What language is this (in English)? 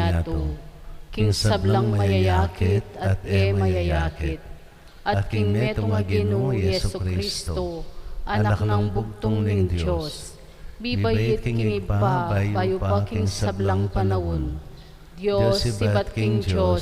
Pampanga